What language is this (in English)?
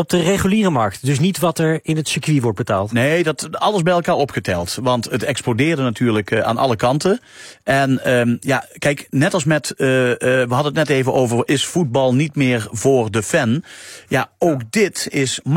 Dutch